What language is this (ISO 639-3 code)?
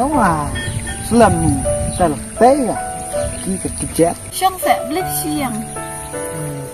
kha